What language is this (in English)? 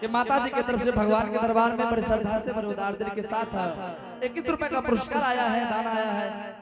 Angika